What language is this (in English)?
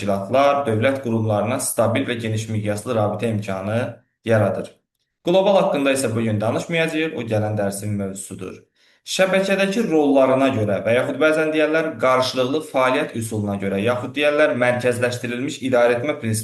Azerbaijani